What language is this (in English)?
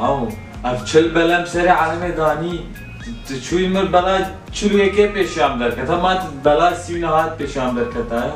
Kurdish